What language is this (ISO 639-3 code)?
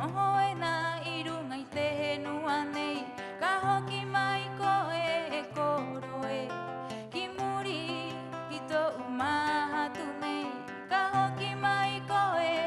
rap